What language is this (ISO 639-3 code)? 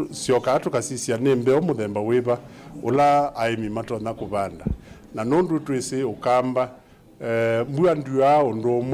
kam